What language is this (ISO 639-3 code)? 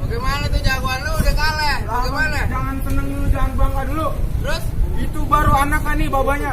bew